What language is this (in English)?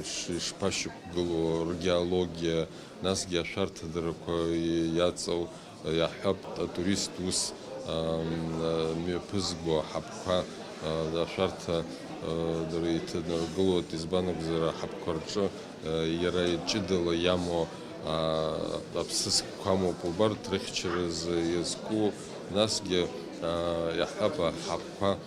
Abkhazian